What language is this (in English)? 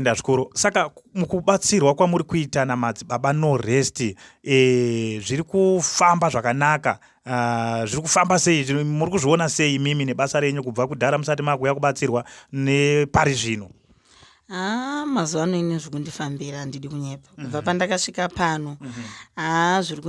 Shona